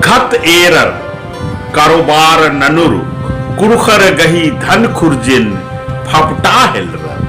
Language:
Kurukh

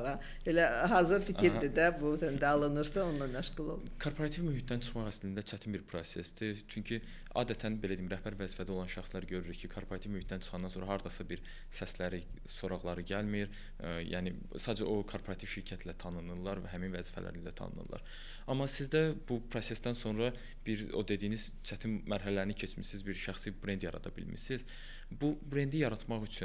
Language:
Azerbaijani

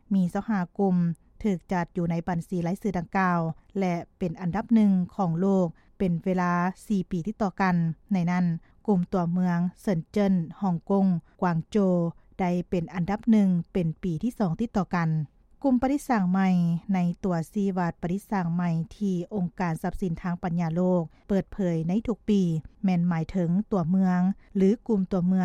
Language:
Lao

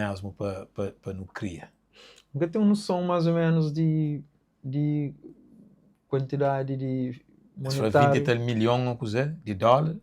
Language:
Kabuverdianu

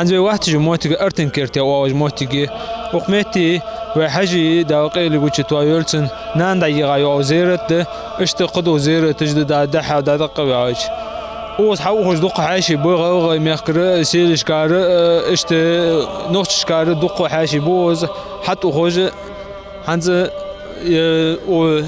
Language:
Ingush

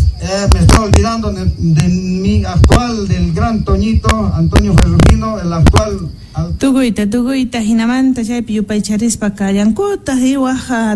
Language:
Quechua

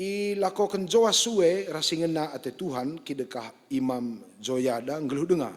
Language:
Batak Karo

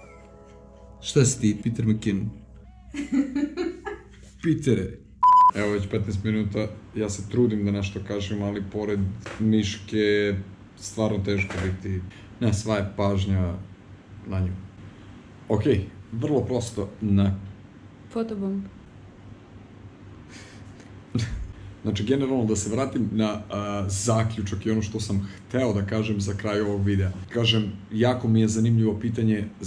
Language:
Serbian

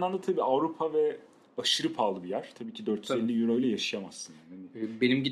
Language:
Turkish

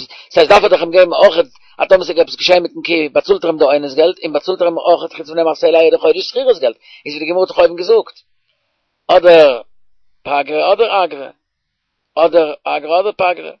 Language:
Yiddish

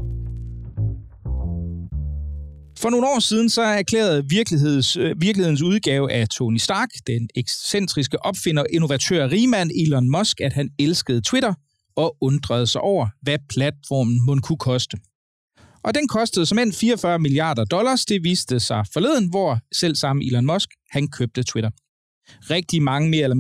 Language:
Danish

